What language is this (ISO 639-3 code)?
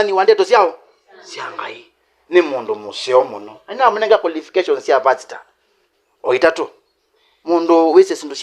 kam